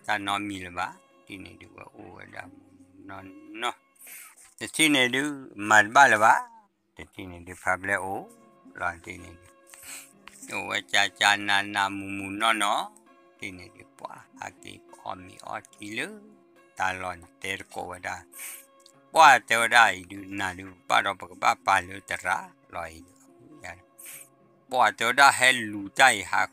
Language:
S'gaw Karen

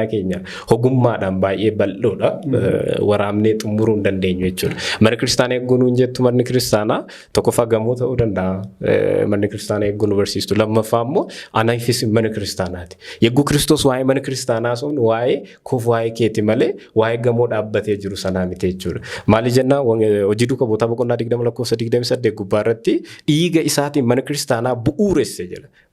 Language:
Oromo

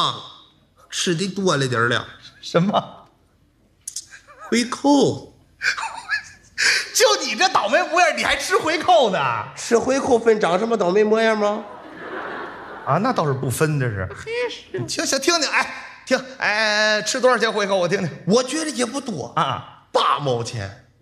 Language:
Chinese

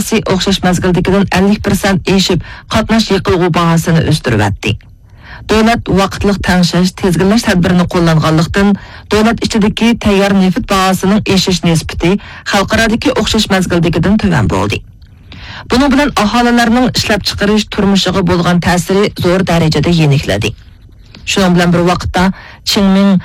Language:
Uyghur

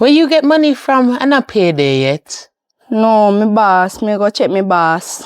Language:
Jamaican Creole English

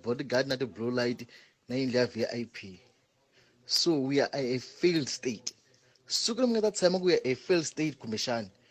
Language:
Tsonga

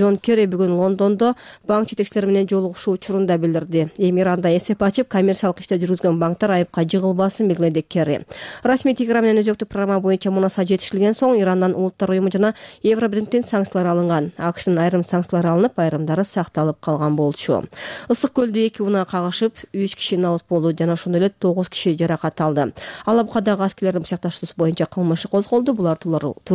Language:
Kyrgyz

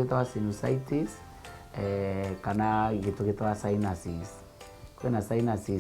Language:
Meru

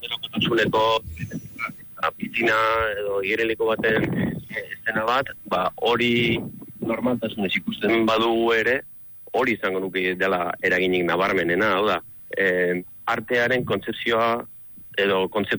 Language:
Basque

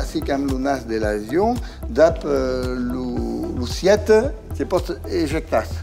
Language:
Occitan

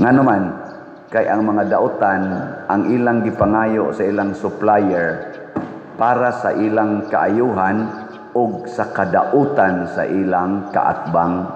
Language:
Cebuano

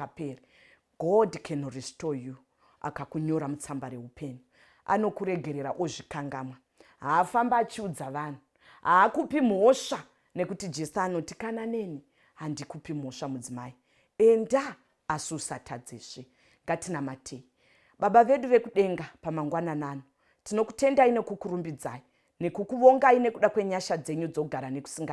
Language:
Shona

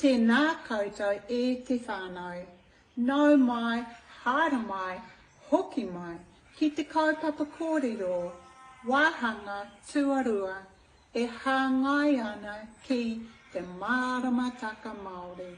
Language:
Māori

